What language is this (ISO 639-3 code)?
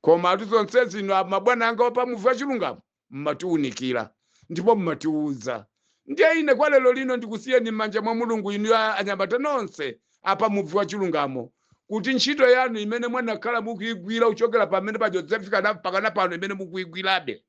nya